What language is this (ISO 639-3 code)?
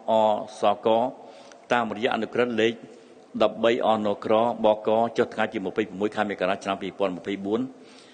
khm